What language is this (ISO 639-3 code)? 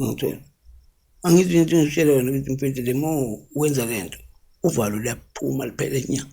zul